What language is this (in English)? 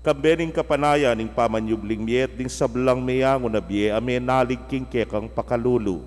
Pampanga